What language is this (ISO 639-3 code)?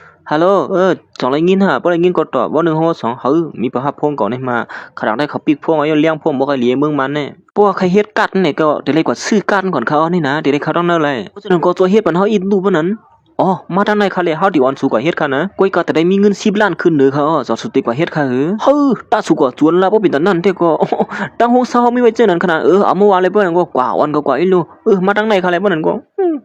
shn